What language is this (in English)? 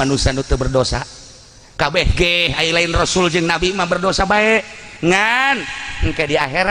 Sundanese